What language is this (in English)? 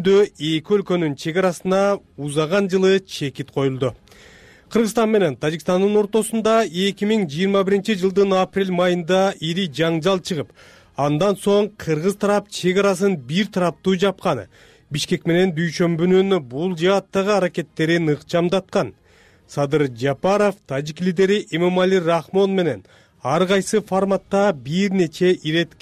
Kyrgyz